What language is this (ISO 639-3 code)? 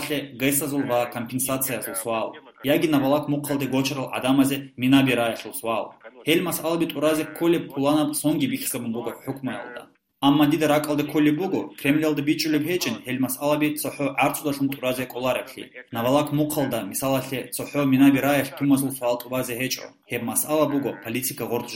ava